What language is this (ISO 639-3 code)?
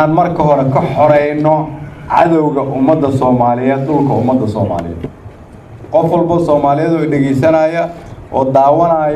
som